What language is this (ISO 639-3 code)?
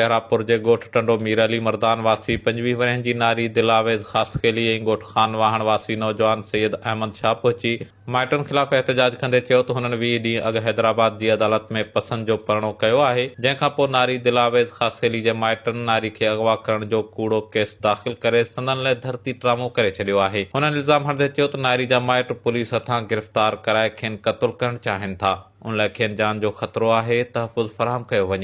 snd